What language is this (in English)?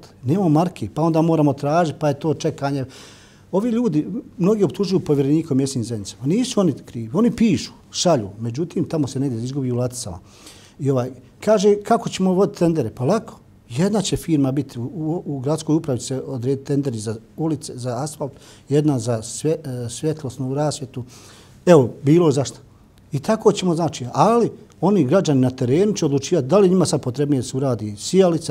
Bosnian